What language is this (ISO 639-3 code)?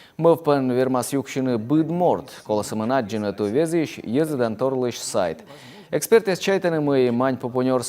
kom